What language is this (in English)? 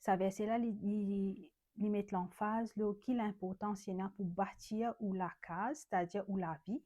Morisyen